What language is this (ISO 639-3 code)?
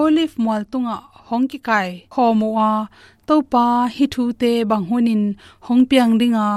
ctd